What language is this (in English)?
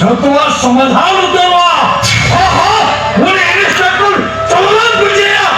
Santali